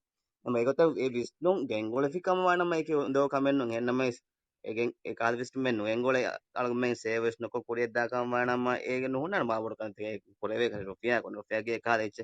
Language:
Divehi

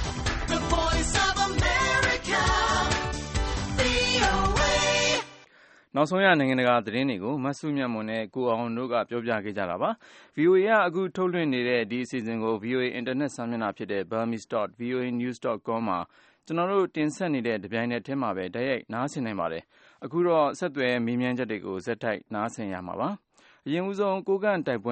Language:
Burmese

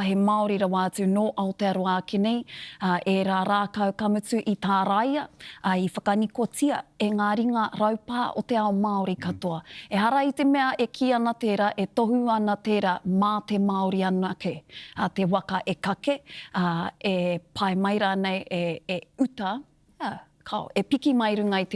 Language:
Māori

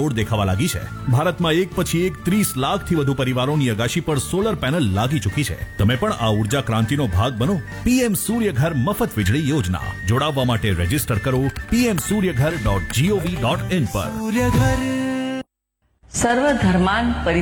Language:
Gujarati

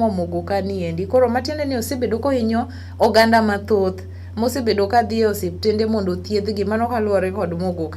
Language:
Luo (Kenya and Tanzania)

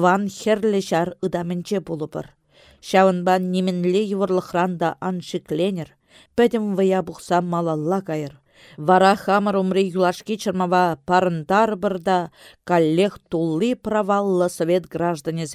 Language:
Chuvash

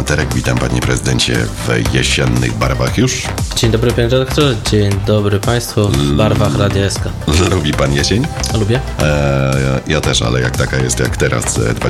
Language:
Polish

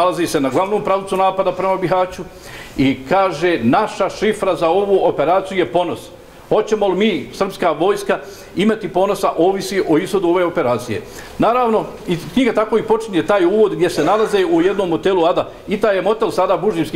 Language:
Bosnian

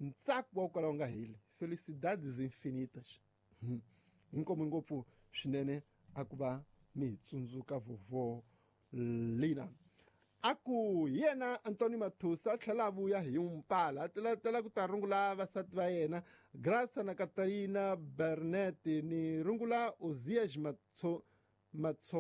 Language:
Tsonga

